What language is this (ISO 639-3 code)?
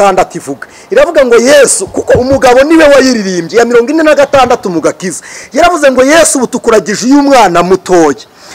kin